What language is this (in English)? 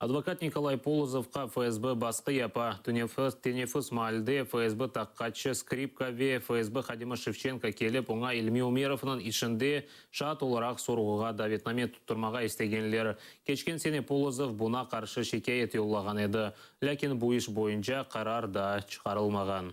Crimean Tatar